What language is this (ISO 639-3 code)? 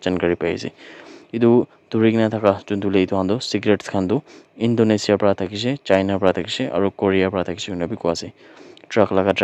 nag